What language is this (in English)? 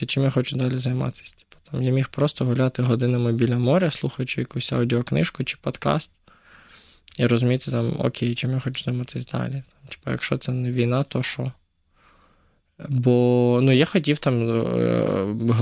Ukrainian